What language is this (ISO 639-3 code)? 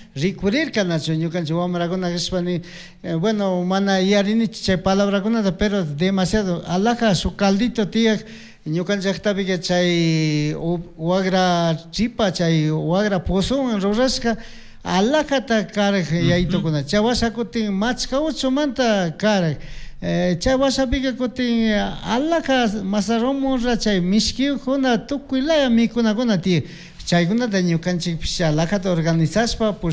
qug